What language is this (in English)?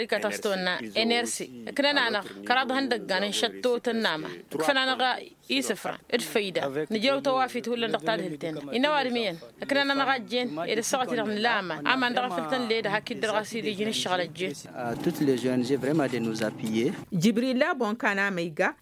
Tamasheq